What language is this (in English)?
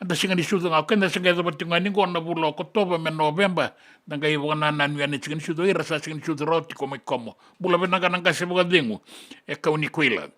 Fijian